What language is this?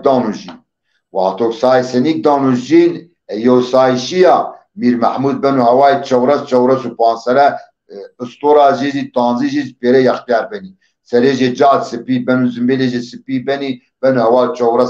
Zaza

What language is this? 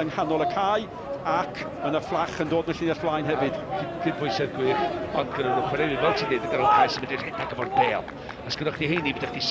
Welsh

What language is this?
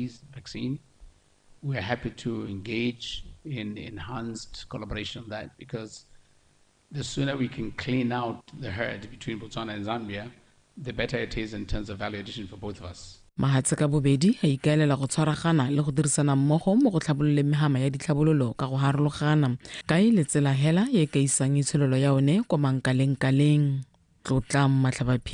Tswana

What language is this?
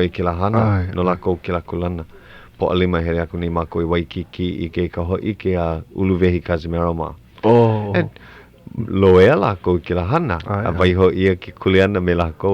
Hawaiian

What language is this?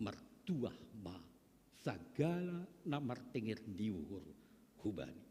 Batak Simalungun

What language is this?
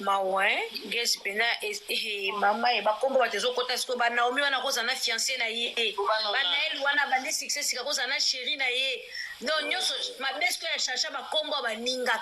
Lingala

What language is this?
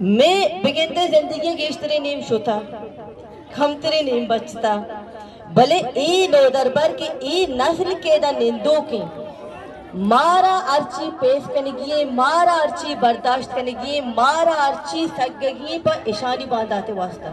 Eastern Balochi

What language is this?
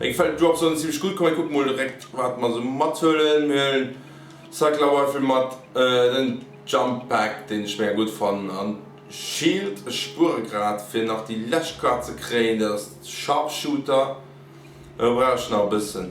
Luxembourgish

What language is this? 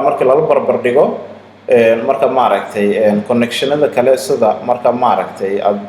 Somali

